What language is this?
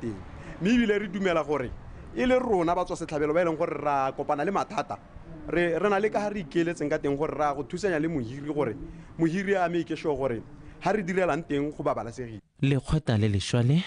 Tswana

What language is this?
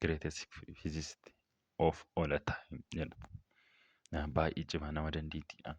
Oromo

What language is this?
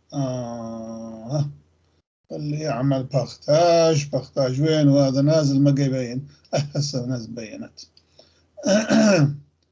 North Levantine Arabic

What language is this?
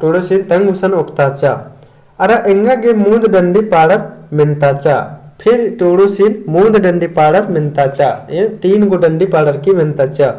Kurukh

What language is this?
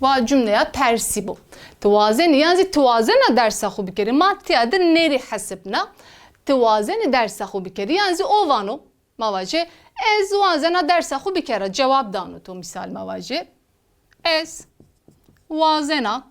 Zaza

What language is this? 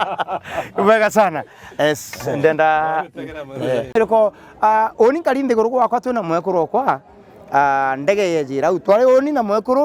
Meru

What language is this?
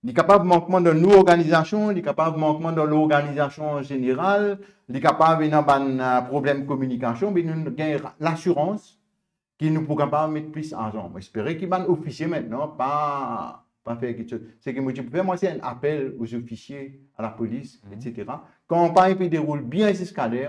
Morisyen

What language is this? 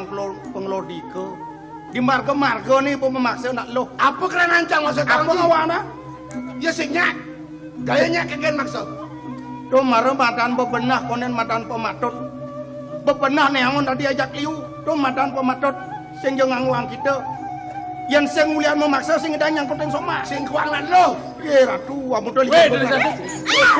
Balinese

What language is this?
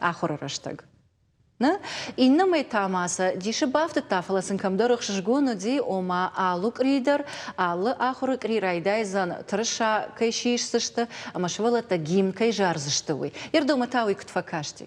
Ossetic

